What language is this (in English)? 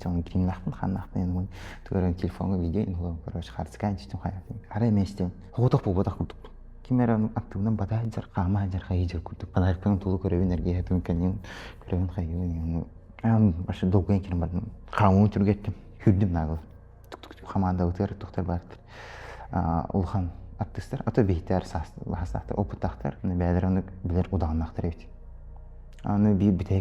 Yakut